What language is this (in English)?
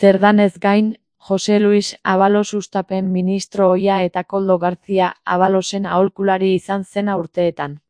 Basque